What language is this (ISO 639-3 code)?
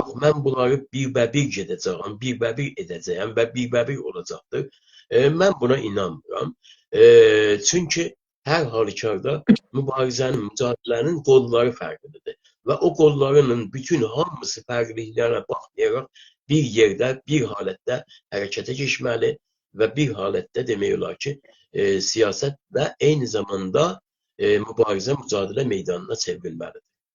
azb